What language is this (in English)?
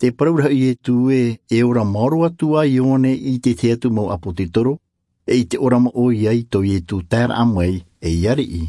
Tahitian